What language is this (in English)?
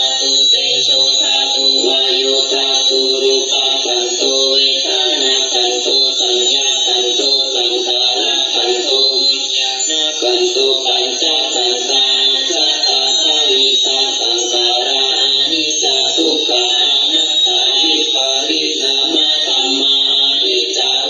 Pali